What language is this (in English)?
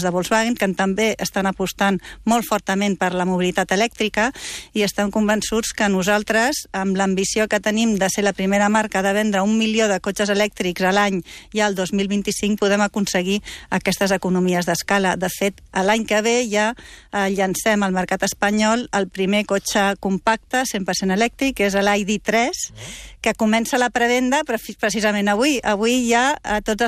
Catalan